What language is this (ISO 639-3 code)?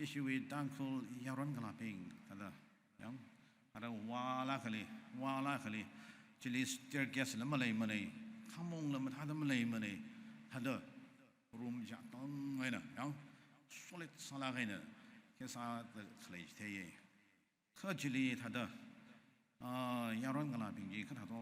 nmf